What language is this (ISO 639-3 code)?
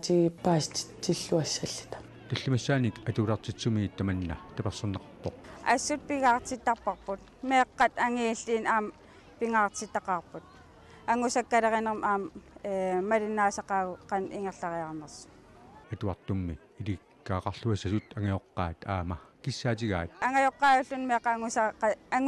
kal